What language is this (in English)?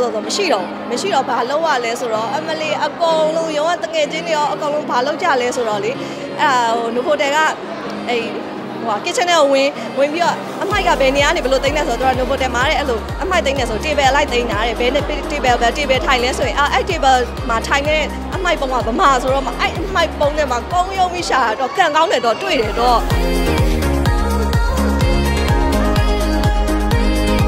Burmese